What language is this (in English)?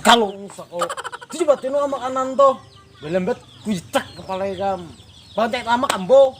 Banjar